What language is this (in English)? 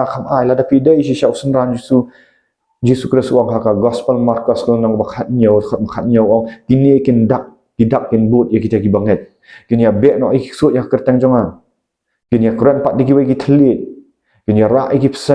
Khasi